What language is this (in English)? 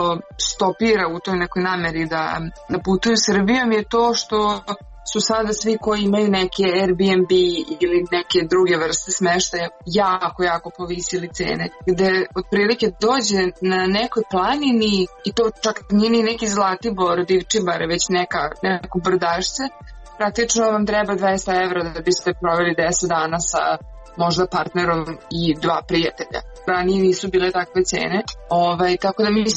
Serbian